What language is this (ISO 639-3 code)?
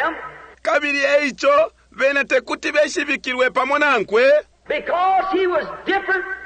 bem